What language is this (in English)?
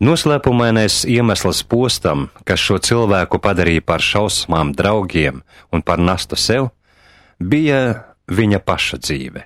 Latvian